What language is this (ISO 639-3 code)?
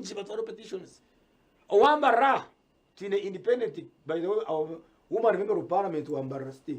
nyn